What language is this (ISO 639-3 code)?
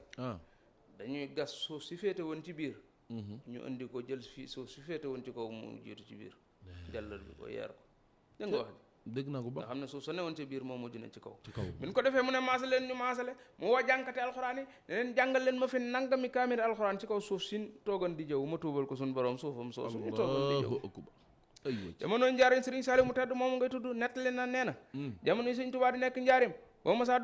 wol